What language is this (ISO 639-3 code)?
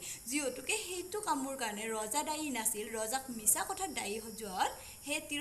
asm